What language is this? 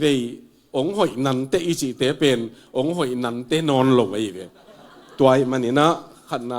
Tedim Chin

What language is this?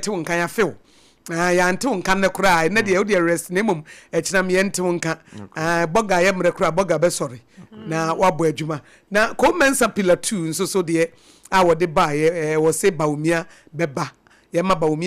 Akan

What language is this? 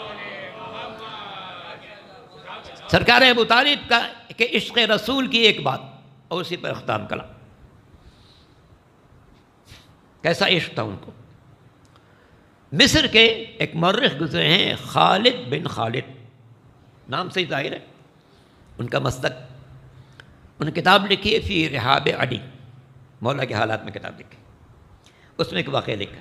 Urdu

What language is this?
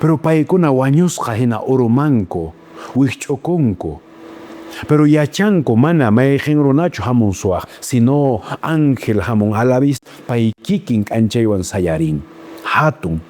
Quechua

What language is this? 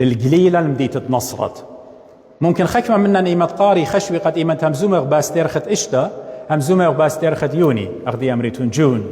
Assyrian Neo-Aramaic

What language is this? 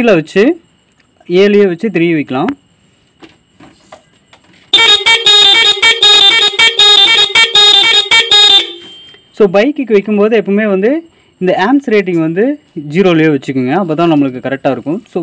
Tamil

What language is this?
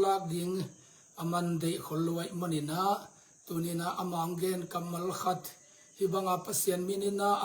Tedim Chin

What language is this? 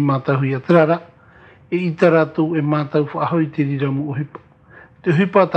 Tahitian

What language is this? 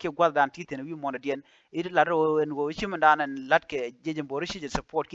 Nuer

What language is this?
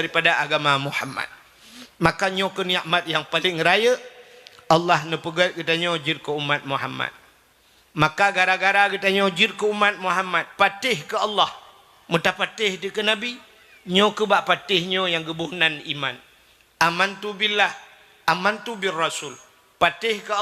Achinese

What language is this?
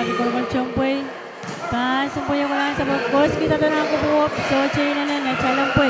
Pohnpeian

